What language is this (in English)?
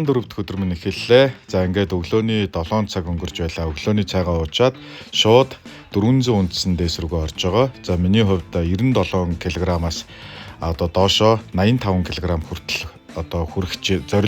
Mongolian